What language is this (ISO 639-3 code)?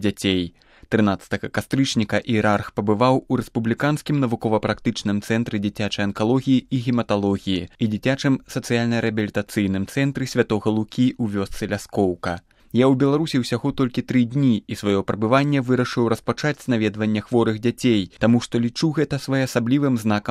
bel